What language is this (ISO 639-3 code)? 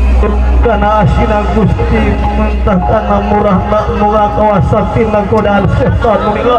sun